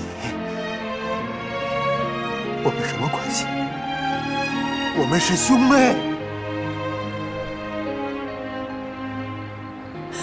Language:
Chinese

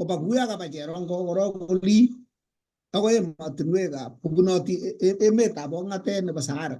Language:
Kalenjin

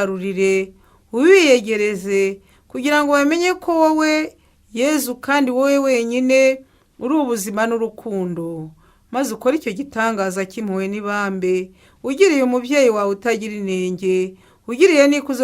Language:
Kinyarwanda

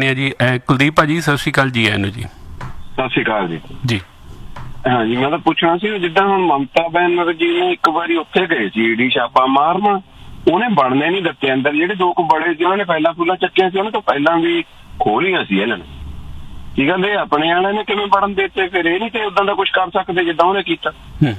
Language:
Punjabi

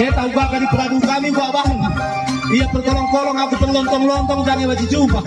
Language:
Batak Karo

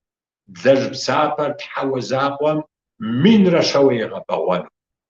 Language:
Kabardian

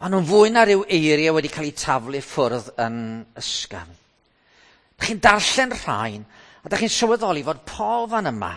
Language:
Welsh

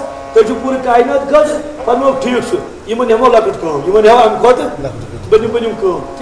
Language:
Kashmiri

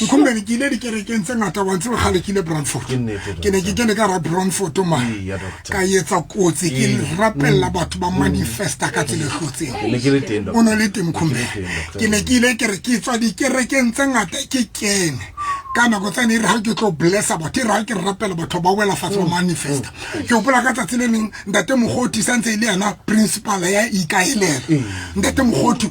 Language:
Southern Sotho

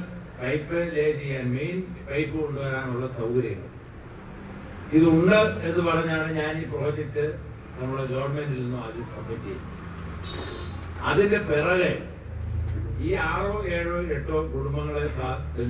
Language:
Malayalam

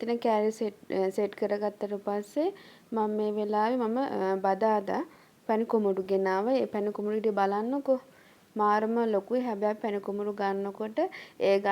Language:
Sinhala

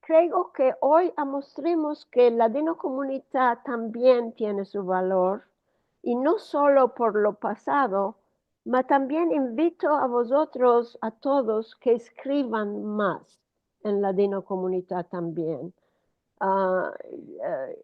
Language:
Ladino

